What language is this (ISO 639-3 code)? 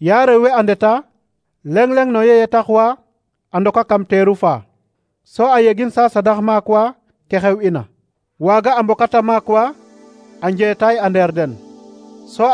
srr